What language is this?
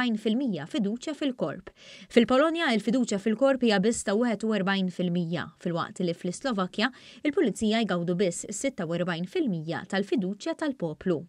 Maltese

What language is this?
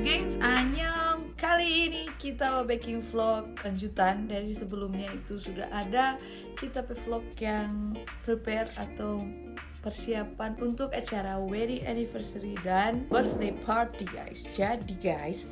Manado Malay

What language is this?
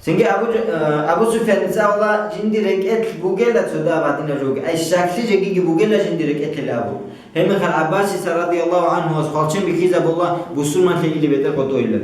Avaric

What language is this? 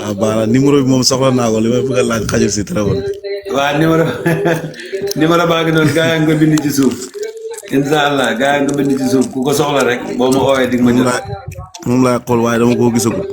Wolof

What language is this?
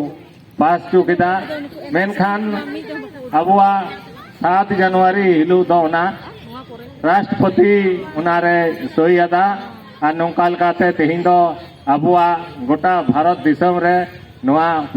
Santali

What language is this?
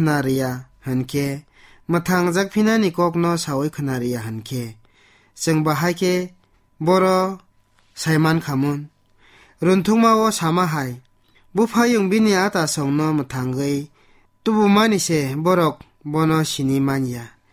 Kok Borok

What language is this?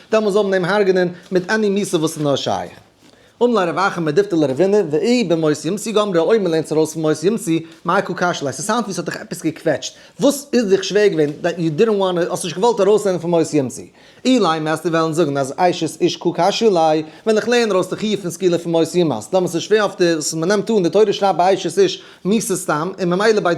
Yiddish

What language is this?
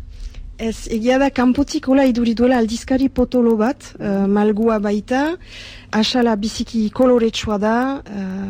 Basque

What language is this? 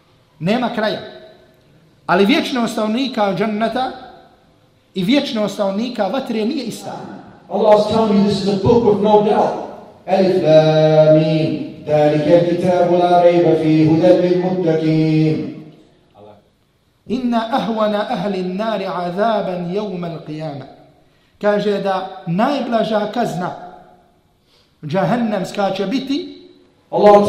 Bosnian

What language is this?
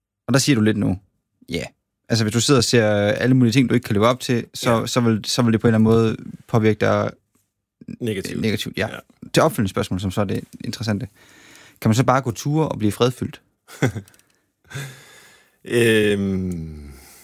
Danish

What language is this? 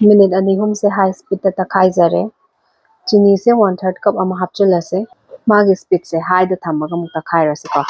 Manipuri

